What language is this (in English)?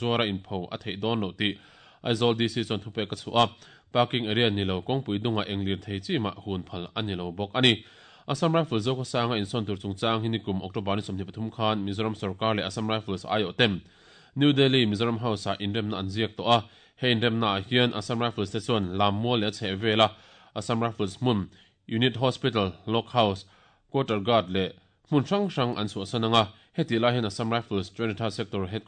Mizo